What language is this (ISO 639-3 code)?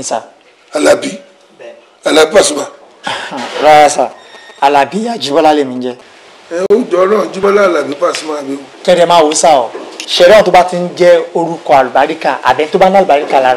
yor